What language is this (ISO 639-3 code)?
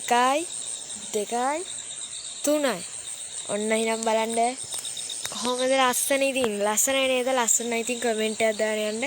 sin